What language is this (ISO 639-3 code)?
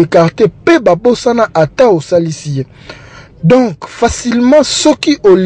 lin